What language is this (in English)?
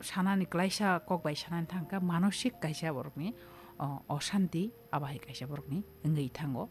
Kok Borok